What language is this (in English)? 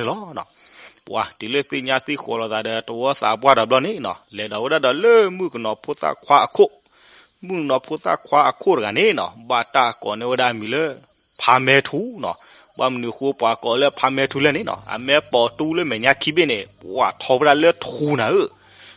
S'gaw Karen